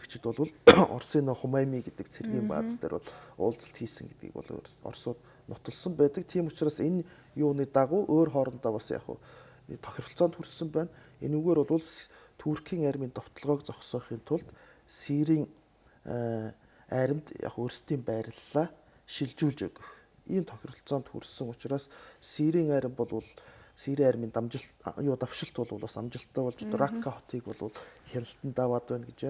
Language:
Mongolian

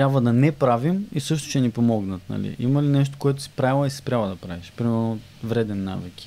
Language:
Bulgarian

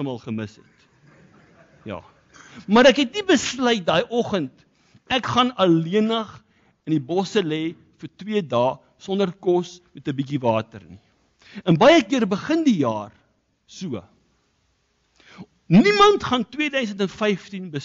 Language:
Afrikaans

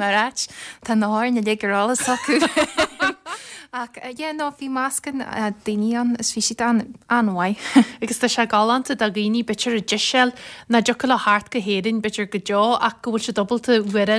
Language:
Irish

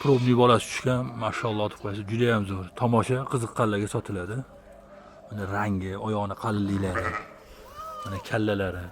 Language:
Uzbek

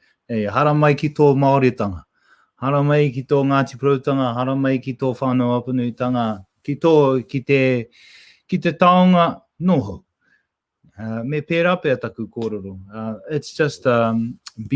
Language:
Māori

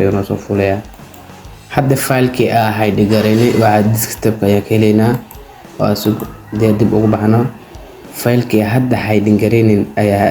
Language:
Somali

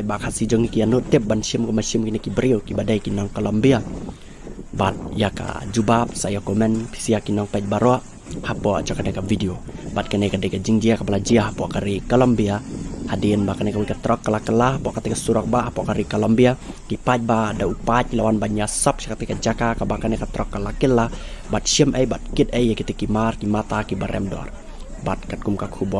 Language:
Khasi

